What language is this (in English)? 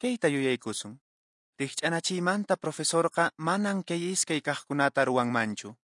Quechua